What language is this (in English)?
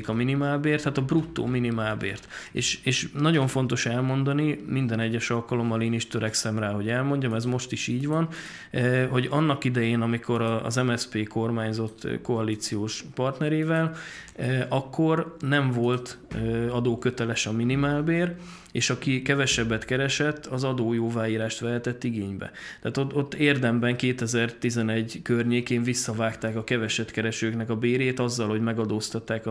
Hungarian